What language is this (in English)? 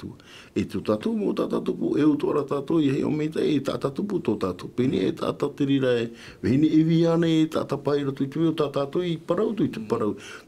Tahitian